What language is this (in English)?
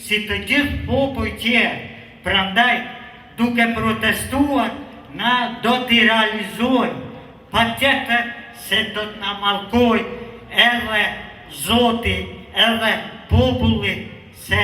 Albanian